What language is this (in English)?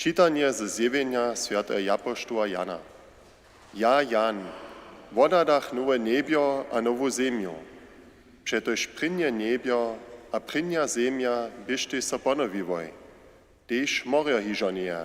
Upper Sorbian